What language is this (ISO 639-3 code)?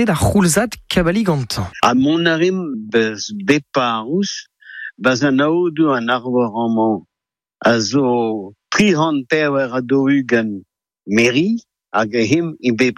bre